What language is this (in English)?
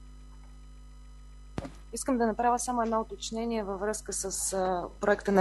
Bulgarian